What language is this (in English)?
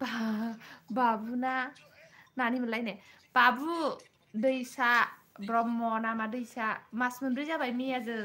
Bodo